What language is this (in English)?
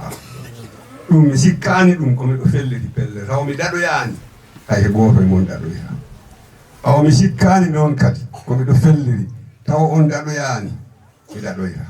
Fula